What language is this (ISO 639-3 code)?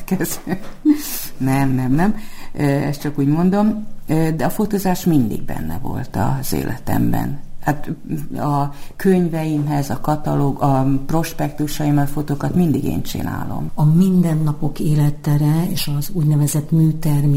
hun